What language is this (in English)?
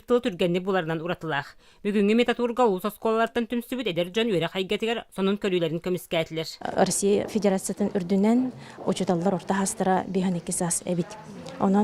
Yakut